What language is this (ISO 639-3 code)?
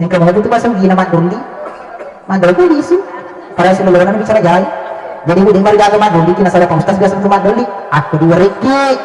bug